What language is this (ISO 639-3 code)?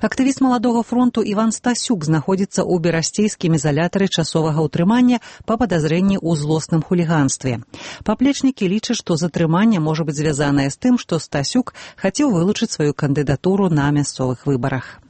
bel